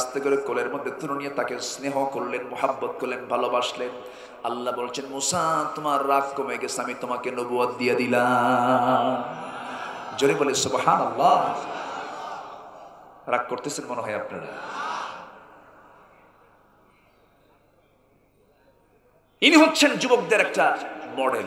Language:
Bangla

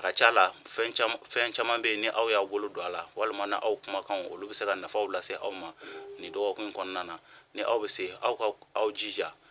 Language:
Bambara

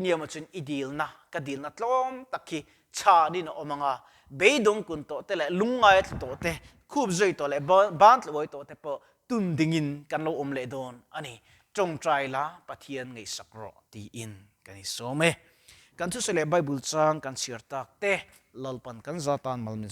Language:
Mizo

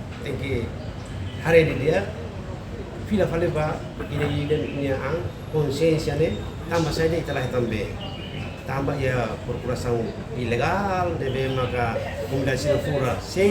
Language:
Tetum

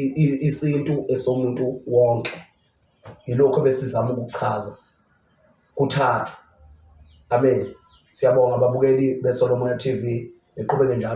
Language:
Zulu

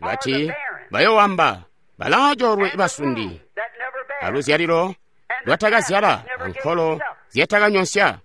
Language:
Tonga (Zambia)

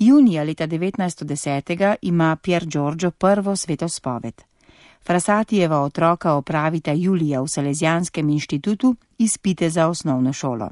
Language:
Slovenian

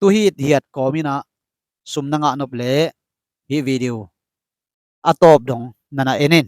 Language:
Tedim Chin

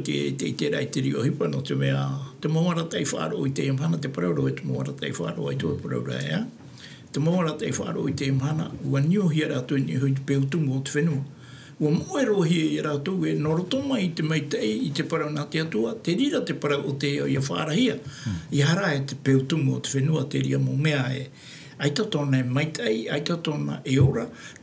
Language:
Tahitian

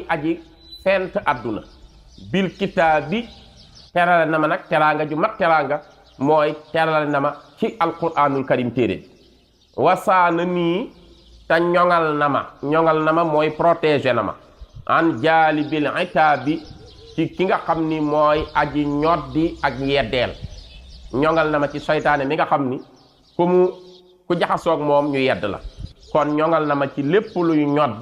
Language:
Wolof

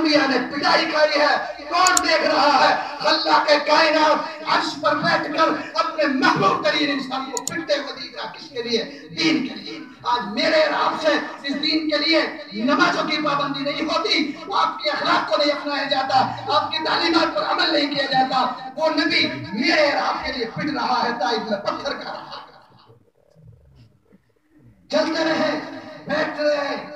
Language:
Urdu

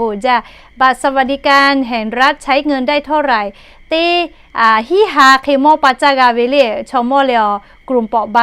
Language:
Lahu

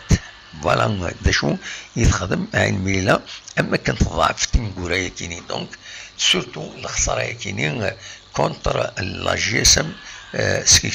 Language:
Kabyle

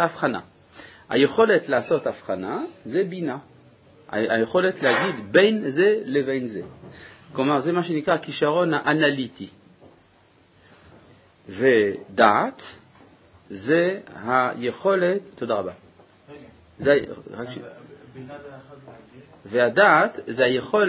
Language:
Hebrew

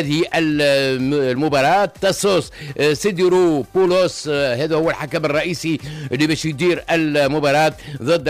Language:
Tunisian Arabic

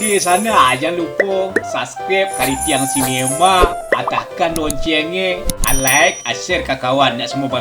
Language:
Minangkabau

